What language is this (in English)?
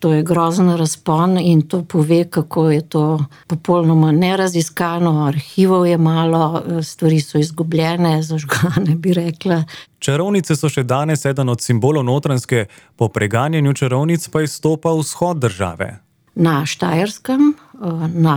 Slovenian